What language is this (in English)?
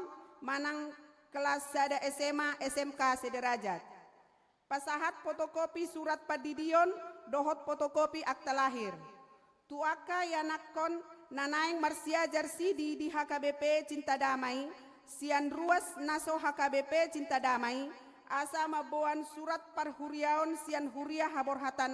Batak Toba